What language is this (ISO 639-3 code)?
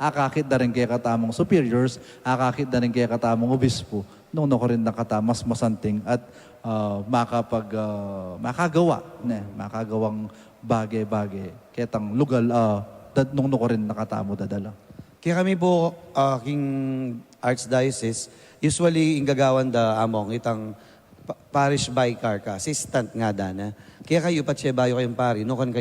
pam